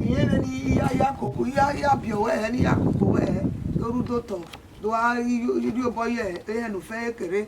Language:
Bini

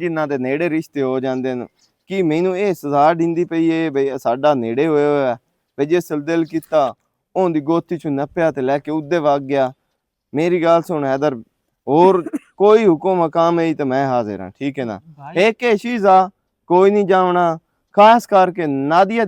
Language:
Western Panjabi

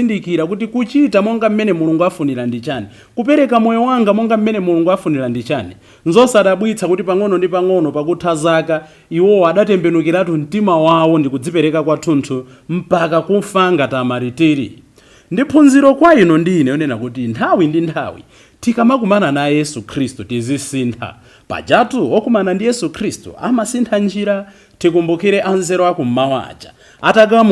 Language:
Nyanja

